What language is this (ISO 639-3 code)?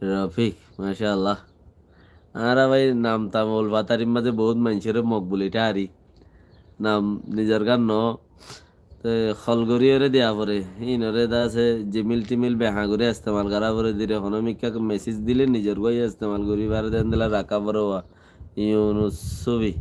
rhg